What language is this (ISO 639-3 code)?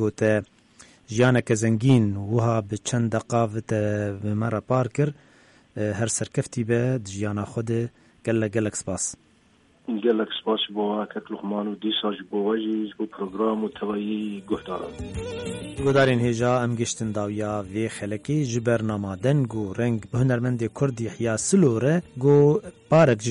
kur